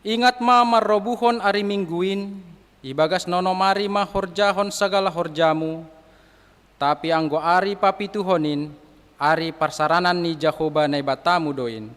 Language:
Batak Simalungun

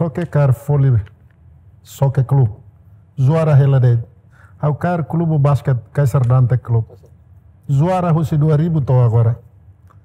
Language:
Tetum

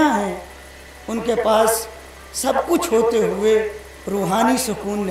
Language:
Urdu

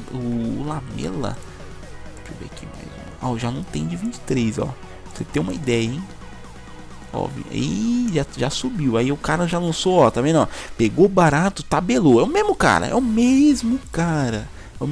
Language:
Portuguese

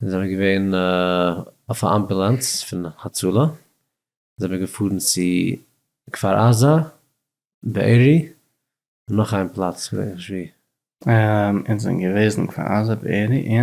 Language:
Yiddish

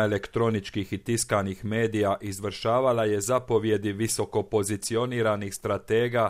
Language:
Croatian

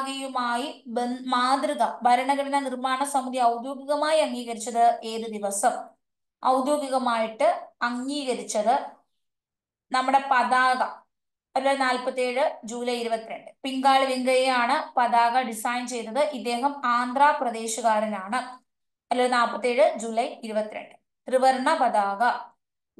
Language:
Malayalam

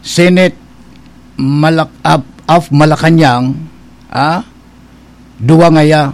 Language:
Bikol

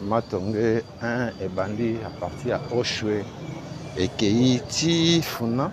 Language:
Lingala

